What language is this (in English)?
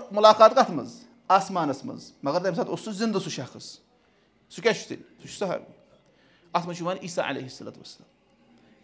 Kashmiri